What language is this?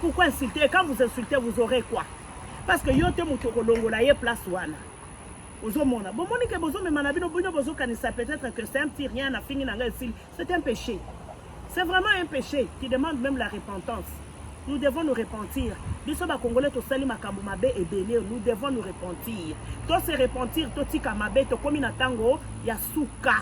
Lingala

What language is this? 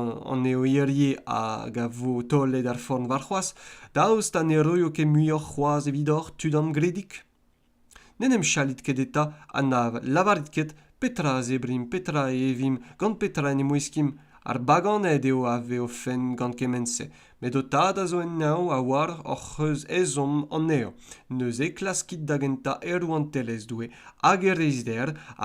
Breton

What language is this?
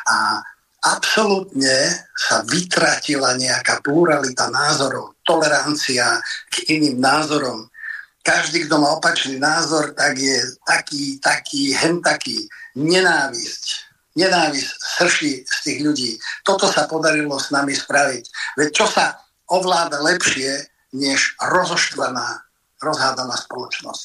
Slovak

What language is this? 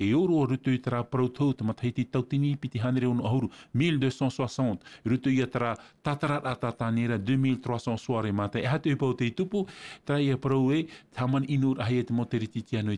Tahitian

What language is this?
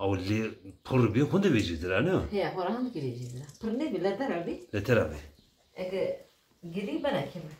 Zaza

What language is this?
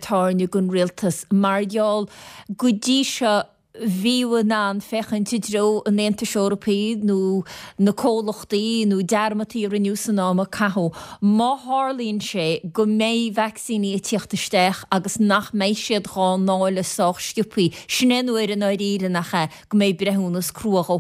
Irish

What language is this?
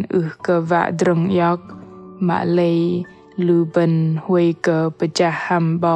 Bahnar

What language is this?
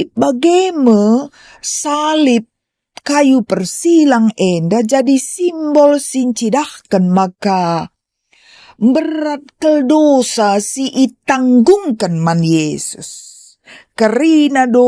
Batak Karo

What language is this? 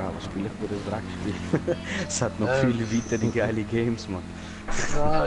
Swiss German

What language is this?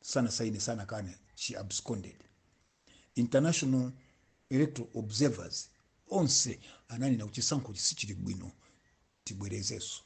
Nyanja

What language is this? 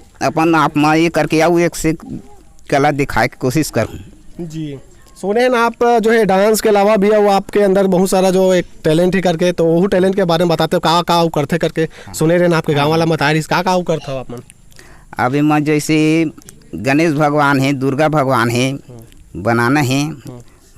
Chhattisgarhi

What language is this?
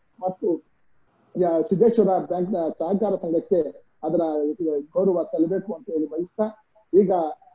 Kannada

